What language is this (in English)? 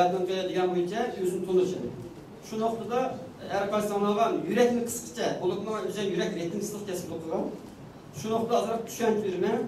Uyghur